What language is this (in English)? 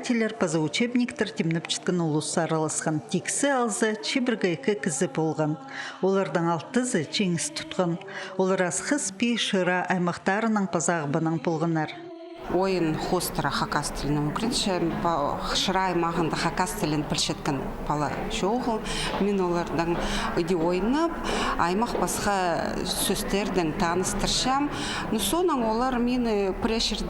Khakas